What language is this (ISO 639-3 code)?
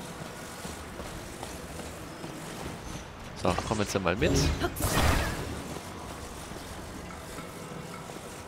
deu